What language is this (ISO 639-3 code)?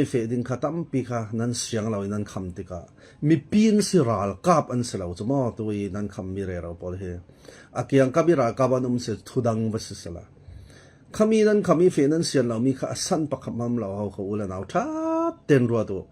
cfm